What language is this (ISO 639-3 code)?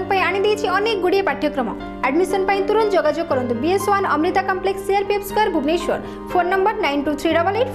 ori